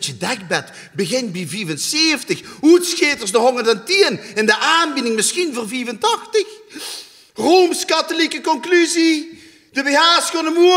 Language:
Limburgish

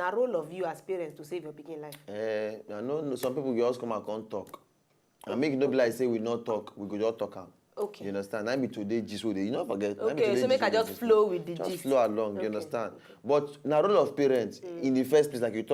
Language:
Nigerian Pidgin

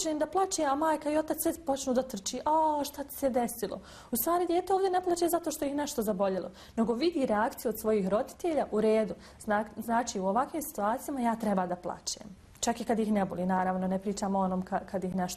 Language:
Bosnian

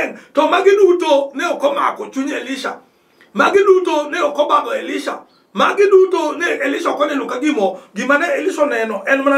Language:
Luo (Kenya and Tanzania)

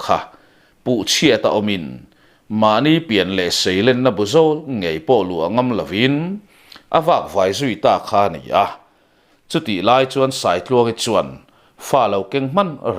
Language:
Mizo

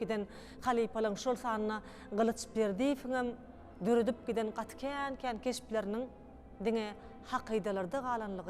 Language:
Turkmen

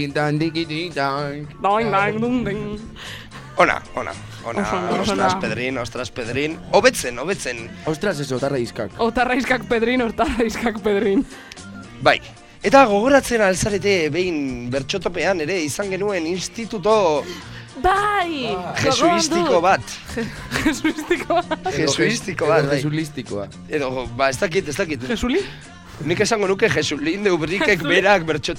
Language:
Basque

